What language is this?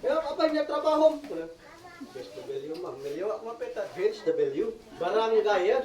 Isnag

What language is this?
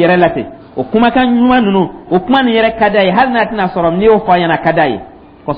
Dyula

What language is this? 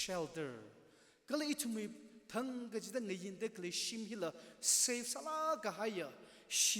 Tangkhul Naga (India)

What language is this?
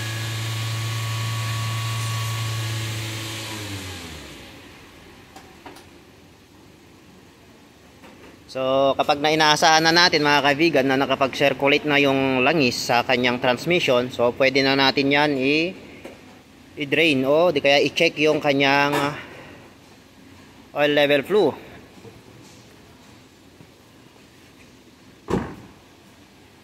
Filipino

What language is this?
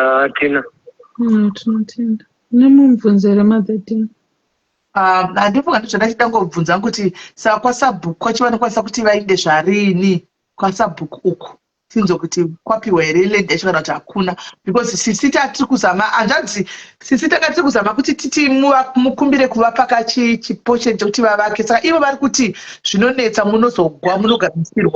Shona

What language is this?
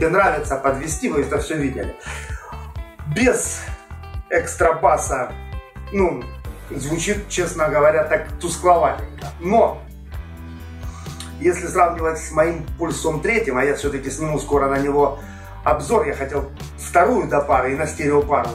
Russian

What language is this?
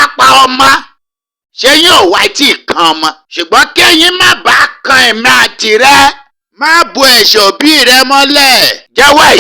Yoruba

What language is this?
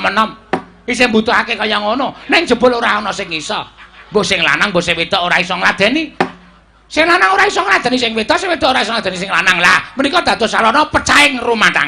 Javanese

